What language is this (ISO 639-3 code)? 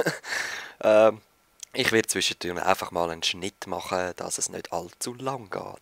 gsw